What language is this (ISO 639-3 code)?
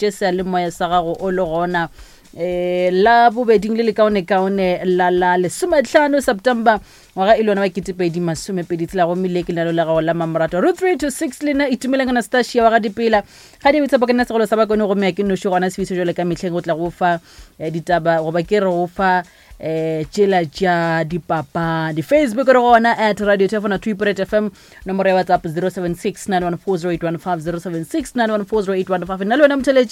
nso